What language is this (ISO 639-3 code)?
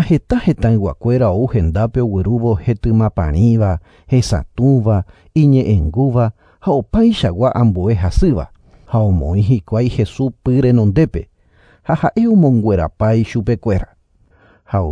grn